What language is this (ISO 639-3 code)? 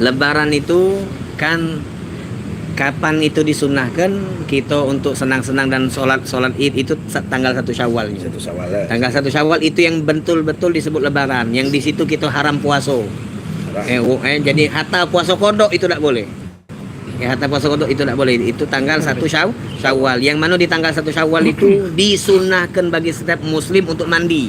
mui